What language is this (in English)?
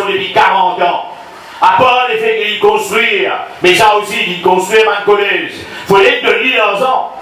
Morisyen